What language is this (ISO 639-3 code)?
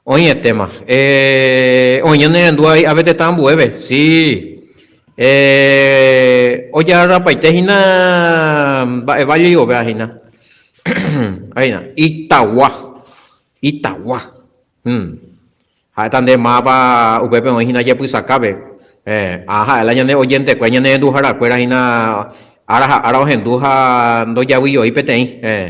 grn